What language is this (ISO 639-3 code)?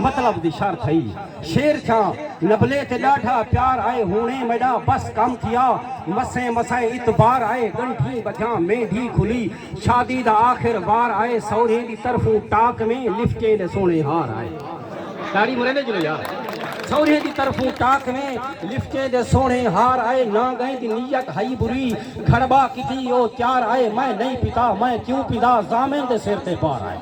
skr